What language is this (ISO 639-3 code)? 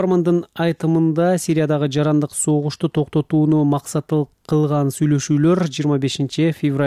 kir